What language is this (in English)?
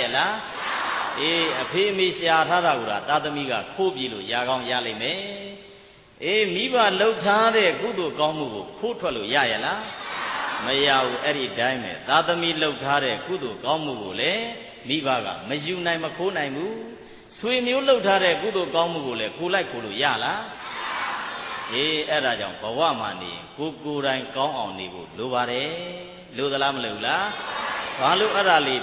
Burmese